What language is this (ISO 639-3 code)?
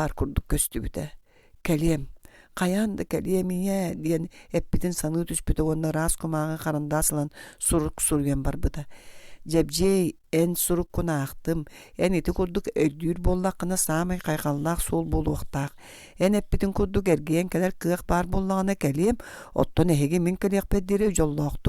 sah